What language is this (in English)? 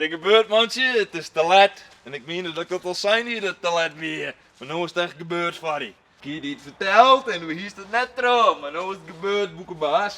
Western Frisian